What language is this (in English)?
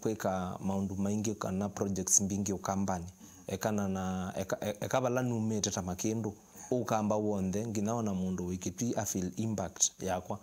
Kamba